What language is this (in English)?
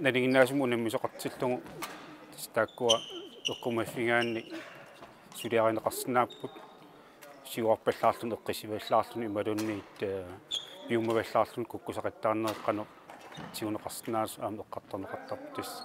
Kalaallisut